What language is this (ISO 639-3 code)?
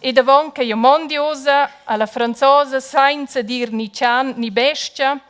roh